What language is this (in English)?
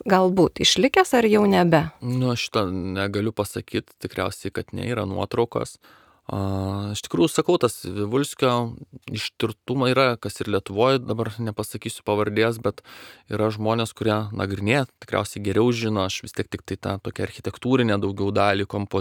Lithuanian